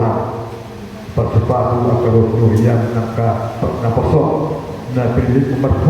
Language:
Batak Toba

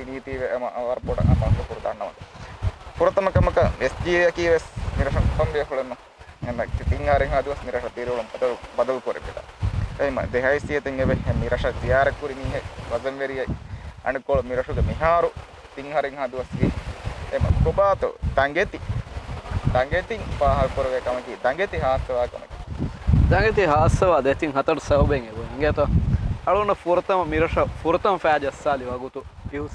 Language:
Divehi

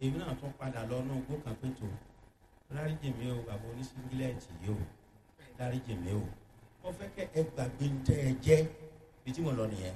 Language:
Yoruba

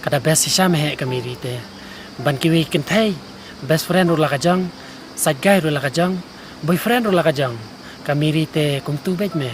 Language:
Khasi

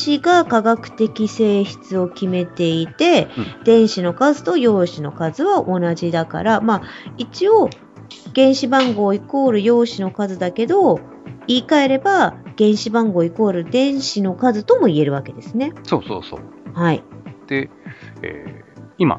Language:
Japanese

